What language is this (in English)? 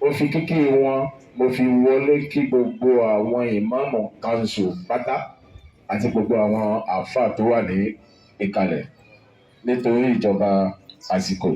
Yoruba